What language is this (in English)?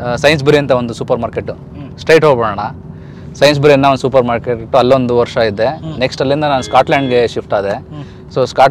Kannada